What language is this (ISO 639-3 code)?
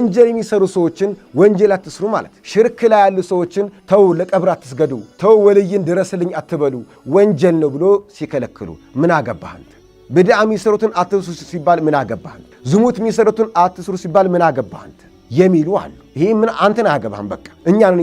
amh